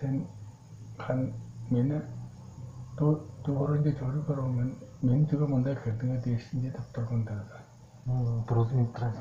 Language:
Tuvinian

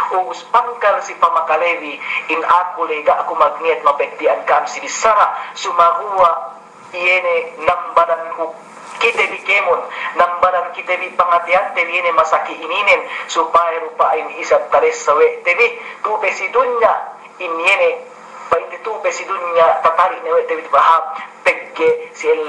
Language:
Yakan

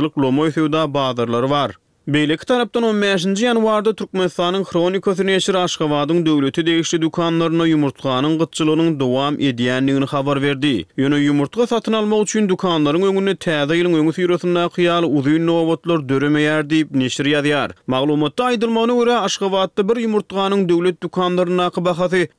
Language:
Turkmen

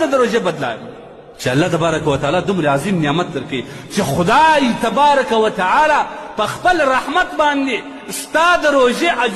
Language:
Pashto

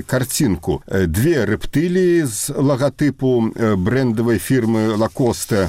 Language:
Belarusian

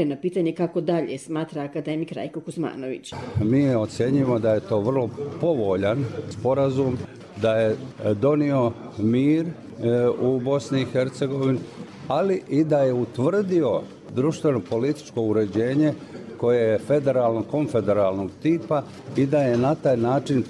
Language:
Bosnian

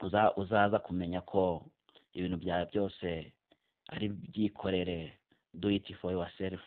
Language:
Kinyarwanda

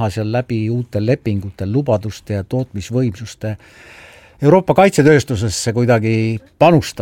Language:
Estonian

